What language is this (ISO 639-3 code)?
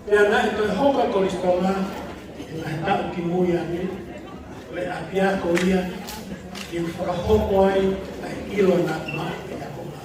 ton